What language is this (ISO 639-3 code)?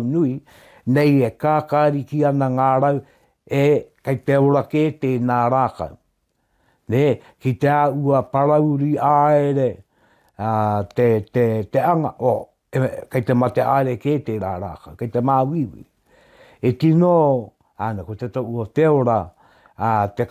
mri